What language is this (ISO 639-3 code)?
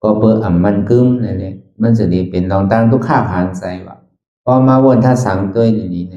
shn